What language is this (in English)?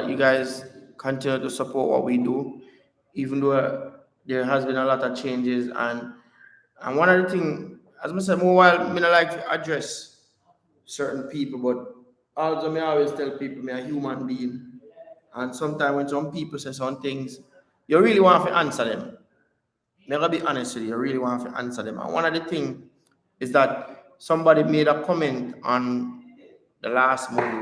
Jamaican Creole English